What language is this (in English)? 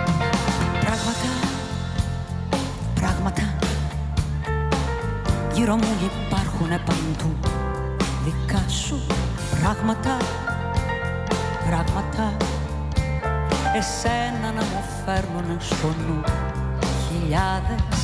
Greek